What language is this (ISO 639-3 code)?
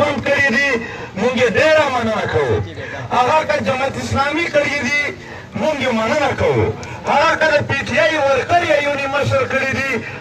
pus